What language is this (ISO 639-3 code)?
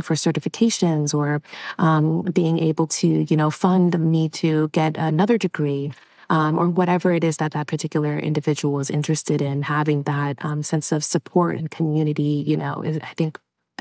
eng